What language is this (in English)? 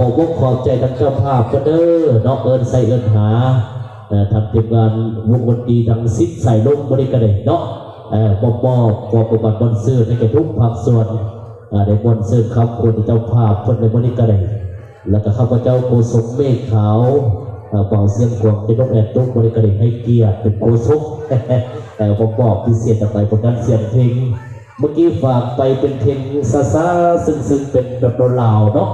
Lao